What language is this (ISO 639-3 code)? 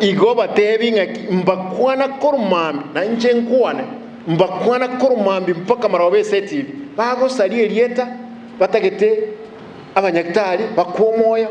guz